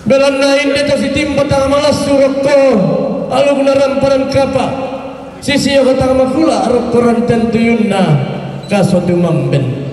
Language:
Toraja-Sa'dan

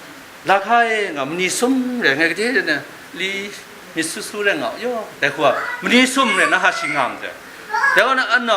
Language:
Kachin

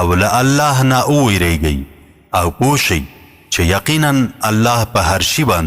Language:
Pashto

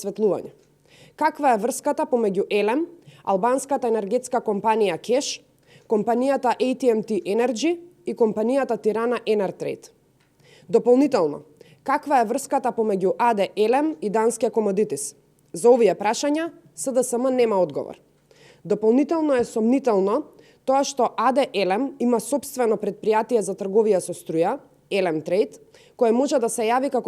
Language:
Macedonian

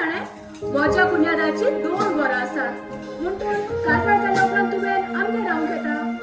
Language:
Konkani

